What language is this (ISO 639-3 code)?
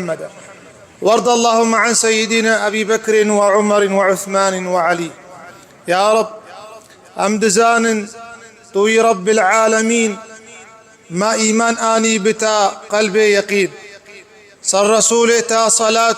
kur